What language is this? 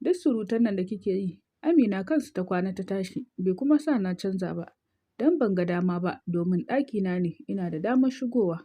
Hausa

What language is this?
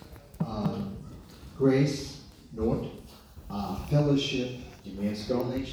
Swedish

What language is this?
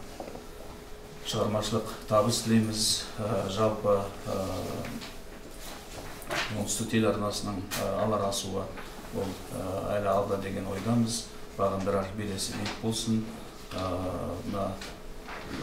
Kazakh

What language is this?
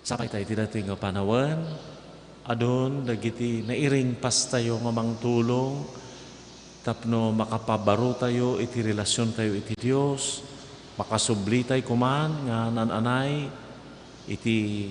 Iloko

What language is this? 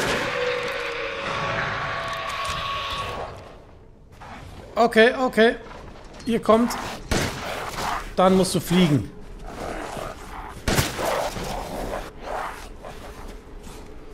German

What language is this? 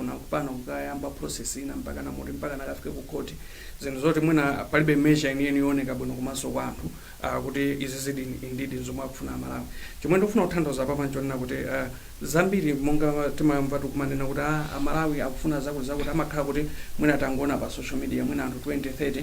Nyanja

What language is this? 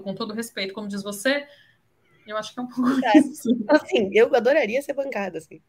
Portuguese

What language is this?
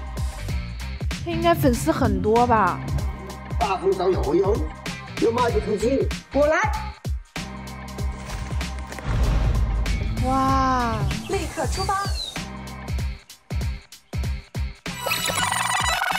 Chinese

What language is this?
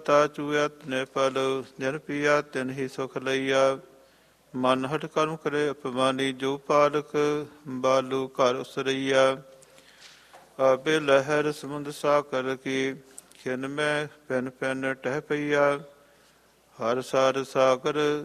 Punjabi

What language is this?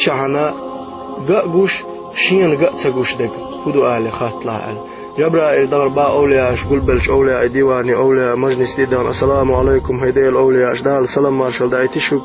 Chechen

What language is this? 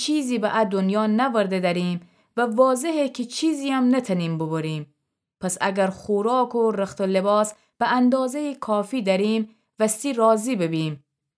Gilaki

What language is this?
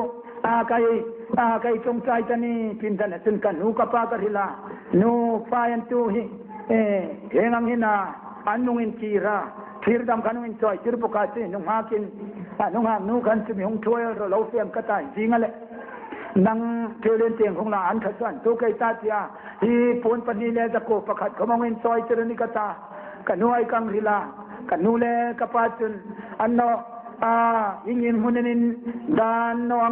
Hmar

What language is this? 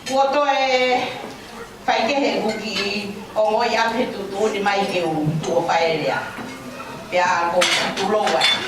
Tongan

